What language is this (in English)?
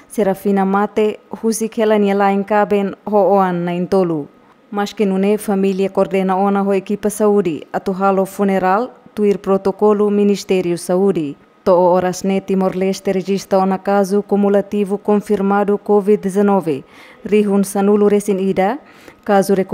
Tetum